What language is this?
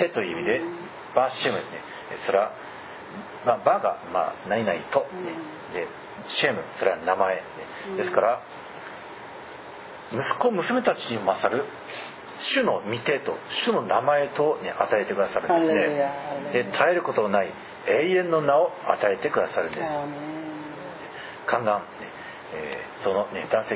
Japanese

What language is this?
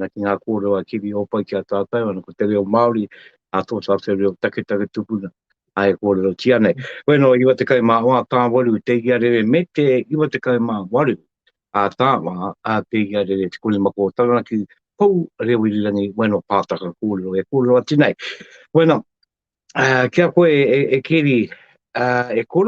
Māori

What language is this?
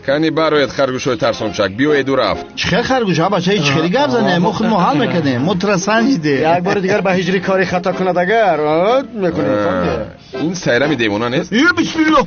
Tajik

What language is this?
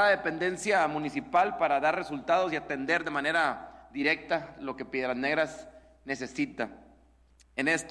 Spanish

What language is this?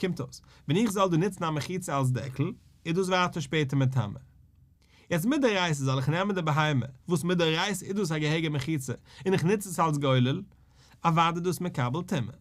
Yiddish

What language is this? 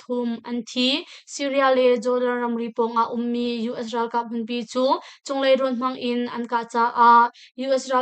Hakha Chin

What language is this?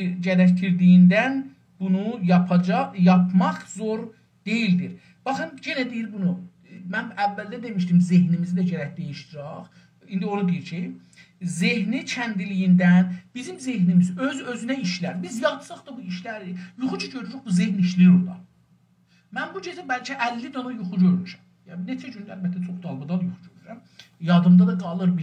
South Azerbaijani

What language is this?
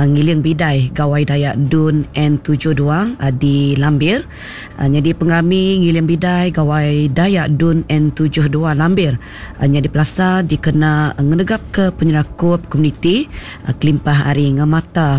Iban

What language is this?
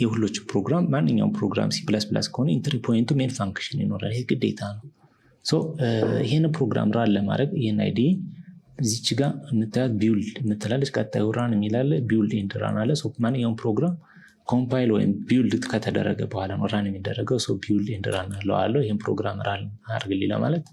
Amharic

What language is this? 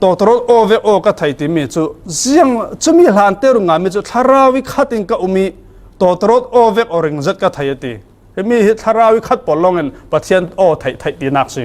Falam Chin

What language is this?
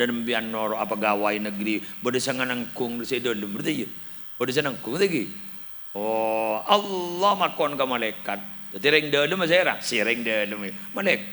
Madurese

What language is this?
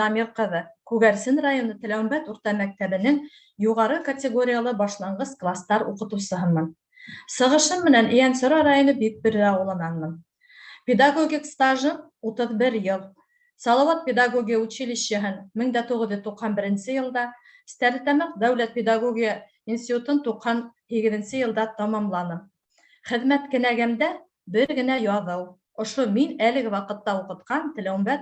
Bashkir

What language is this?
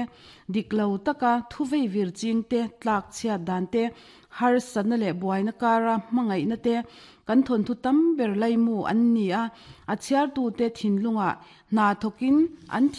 Mizo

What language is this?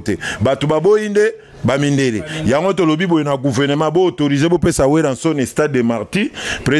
Lingala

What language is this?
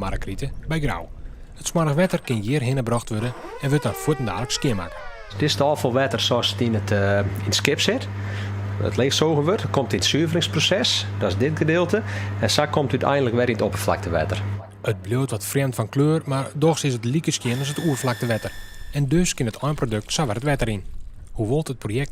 Western Frisian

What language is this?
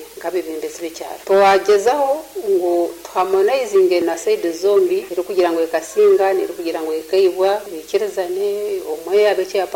Nyankole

